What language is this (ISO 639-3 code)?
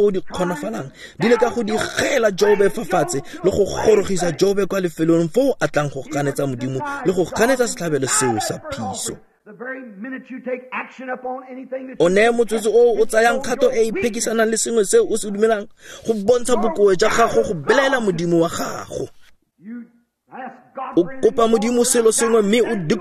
tsn